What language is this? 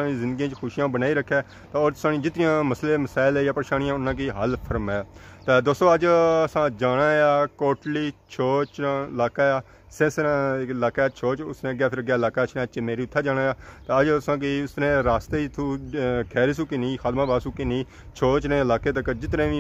Pahari-Potwari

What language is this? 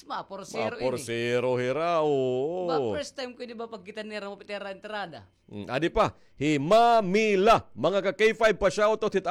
Waray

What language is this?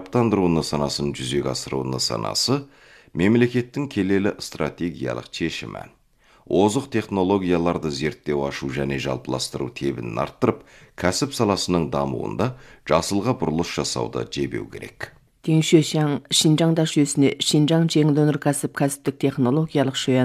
Kazakh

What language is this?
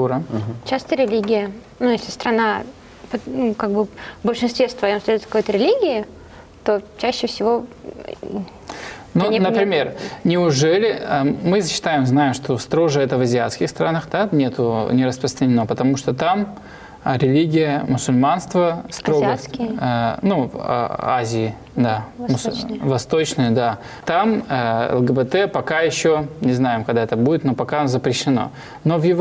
Russian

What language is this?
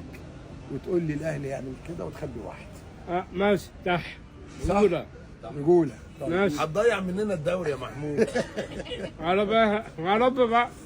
Egyptian Arabic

